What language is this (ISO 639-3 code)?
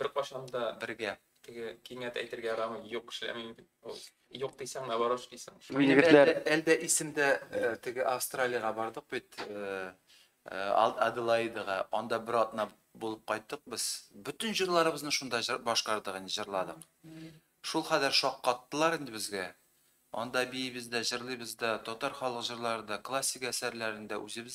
tat